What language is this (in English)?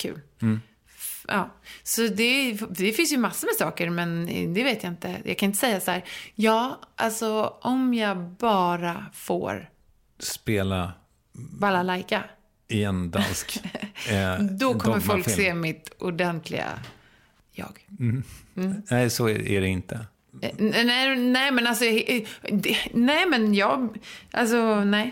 Swedish